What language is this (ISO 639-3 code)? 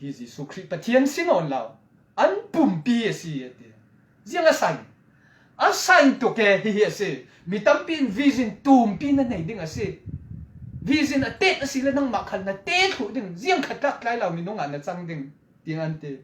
cfm